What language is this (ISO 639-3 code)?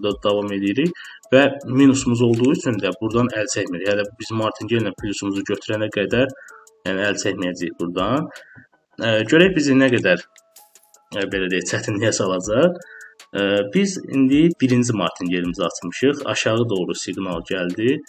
aze